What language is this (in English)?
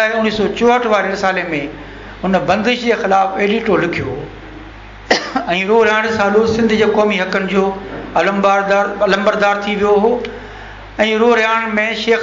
Sindhi